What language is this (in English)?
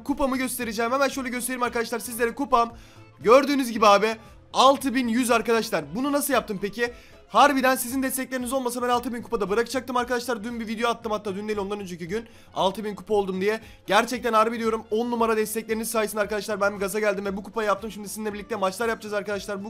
Turkish